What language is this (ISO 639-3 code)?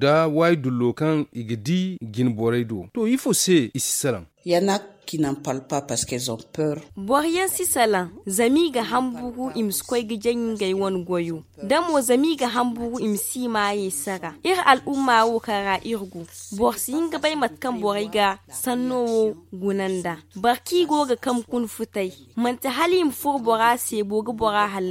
dje